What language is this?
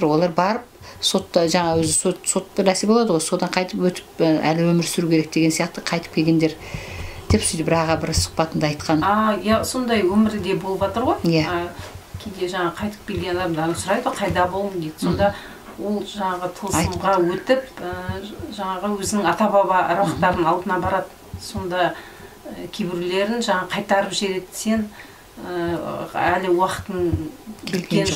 Kazakh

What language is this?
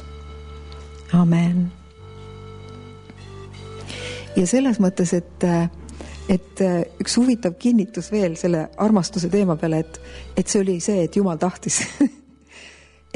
Estonian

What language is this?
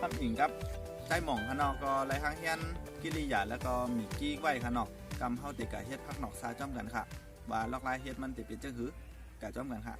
Shan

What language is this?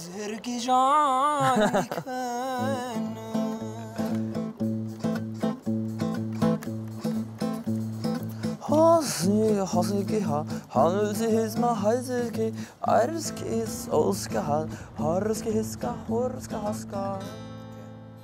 Norwegian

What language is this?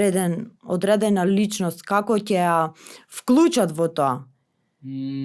Macedonian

